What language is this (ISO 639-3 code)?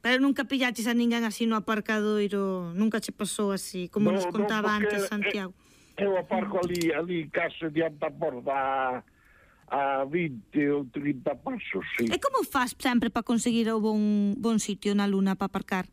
glg